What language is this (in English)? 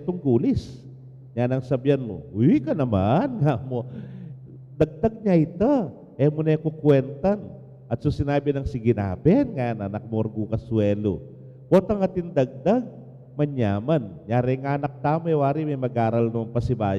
Pampanga